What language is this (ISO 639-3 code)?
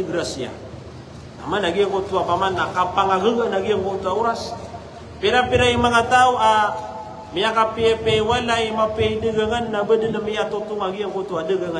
mrw